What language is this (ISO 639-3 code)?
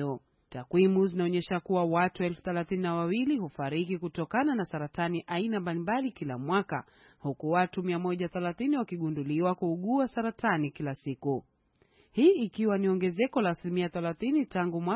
swa